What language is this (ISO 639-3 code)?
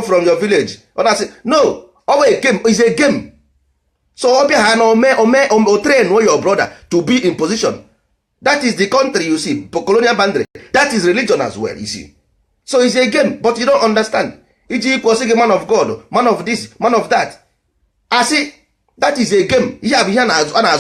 ibo